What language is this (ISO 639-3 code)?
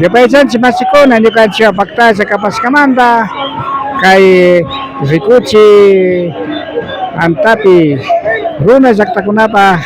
qvi